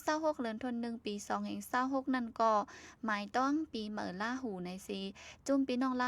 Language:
Shan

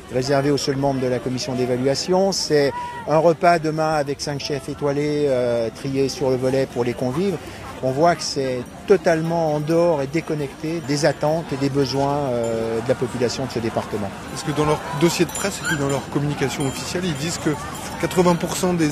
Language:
French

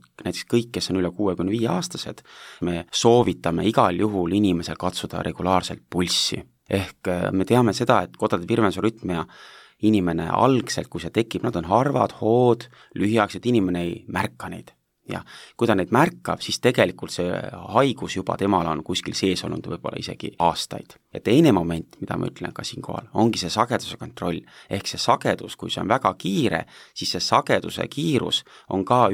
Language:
Estonian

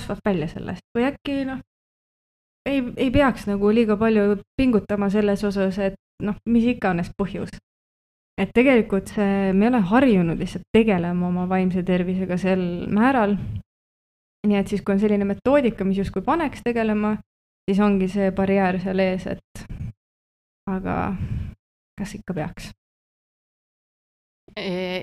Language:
Estonian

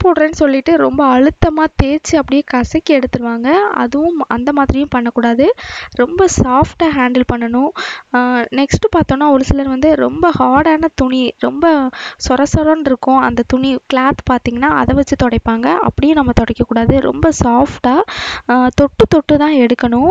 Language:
Tamil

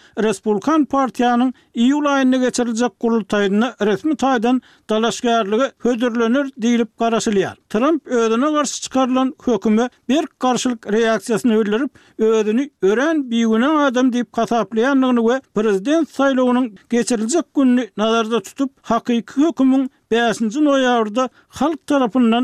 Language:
Turkmen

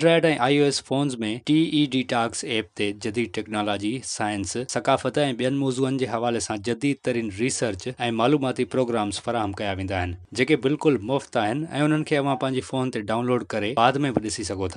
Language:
Sindhi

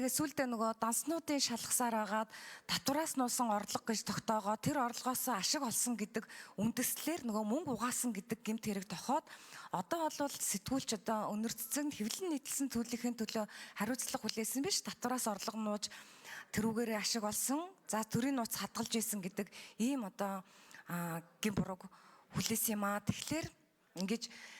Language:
Mongolian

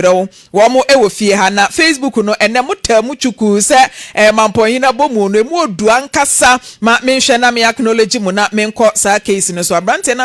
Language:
Akan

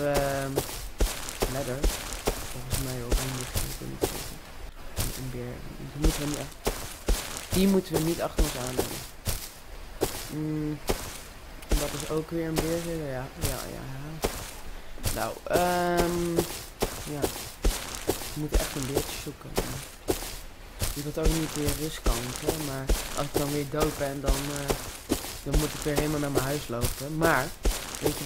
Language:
Dutch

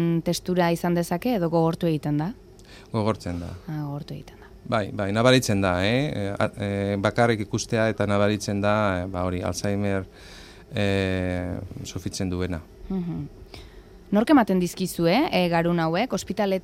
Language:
Basque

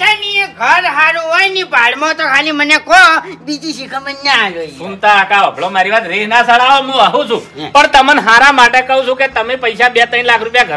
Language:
Gujarati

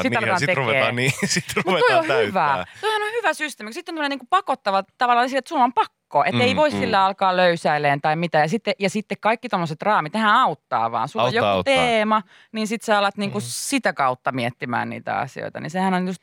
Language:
Finnish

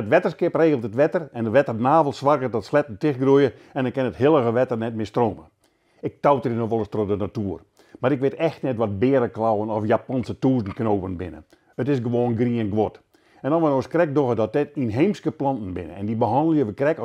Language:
Western Frisian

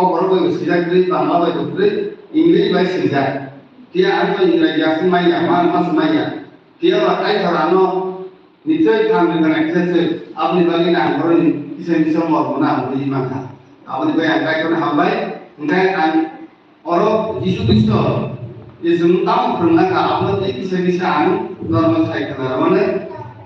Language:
Kok Borok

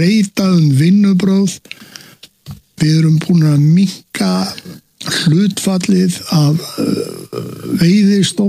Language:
Icelandic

